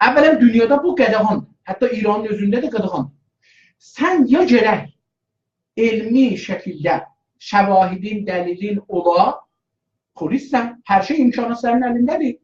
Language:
South Azerbaijani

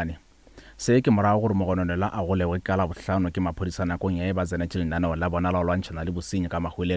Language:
Northern Sotho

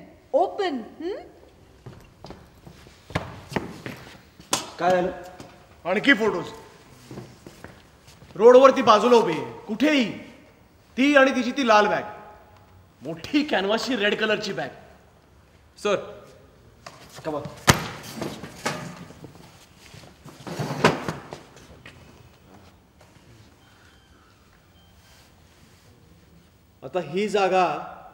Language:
Marathi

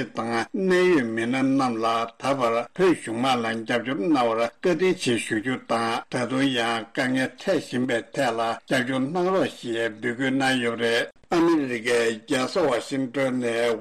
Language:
Tibetan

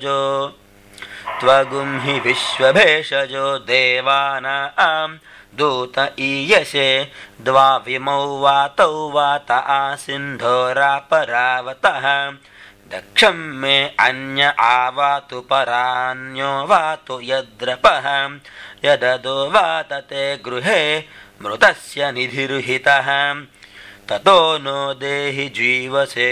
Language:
Sanskrit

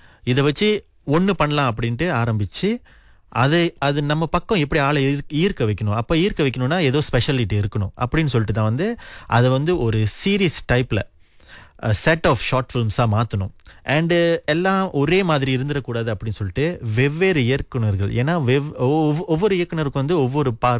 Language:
Tamil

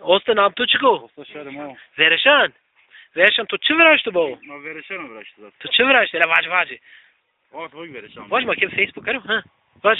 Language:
Zaza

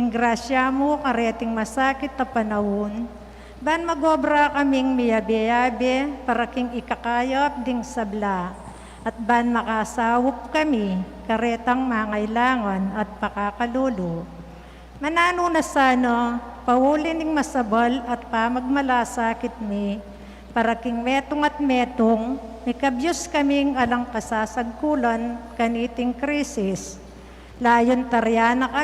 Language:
Pampanga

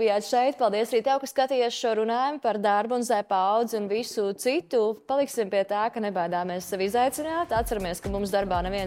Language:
Latvian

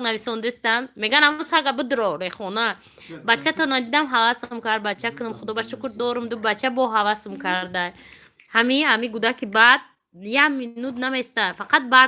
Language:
Tajik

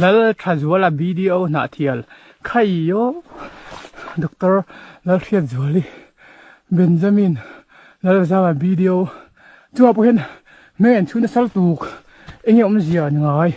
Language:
Mizo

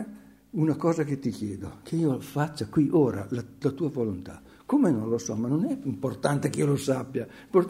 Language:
Italian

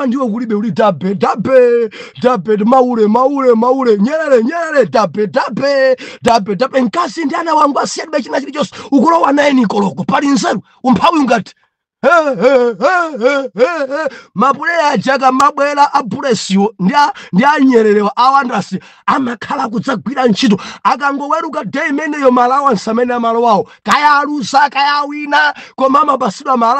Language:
Nyanja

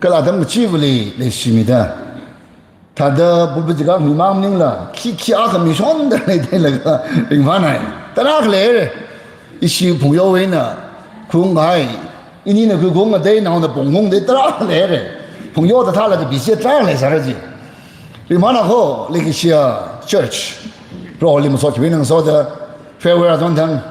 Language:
Tangkhul Naga (India)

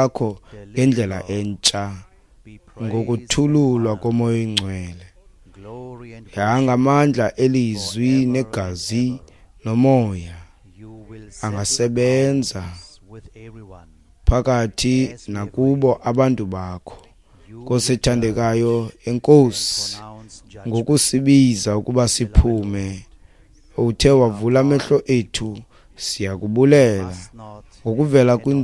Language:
Xhosa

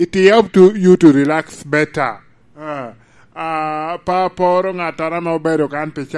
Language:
Lango (Uganda)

